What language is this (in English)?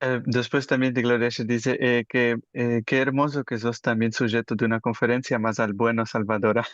Ladino